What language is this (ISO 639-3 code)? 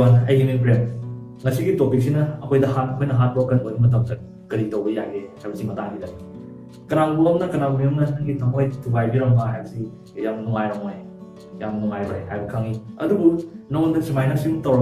mni